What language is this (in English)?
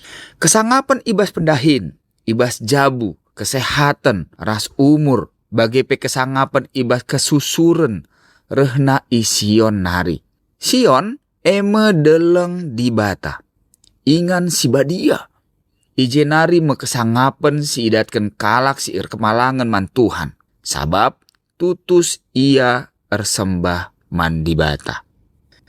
Batak Karo